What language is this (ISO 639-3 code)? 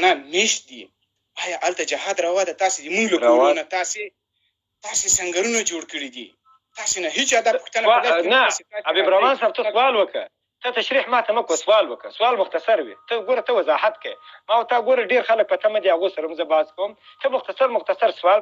pus